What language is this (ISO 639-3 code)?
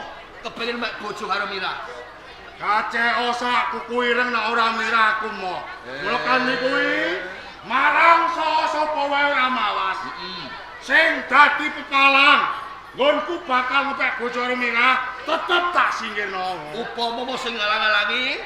jav